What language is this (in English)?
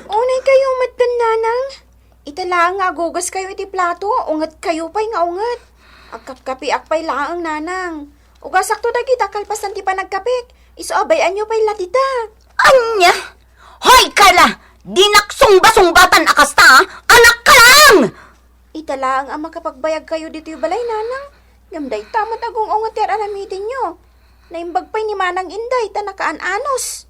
Iloko